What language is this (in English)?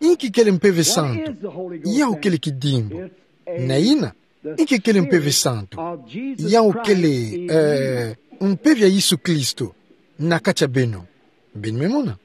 Kituba (Democratic Republic of Congo)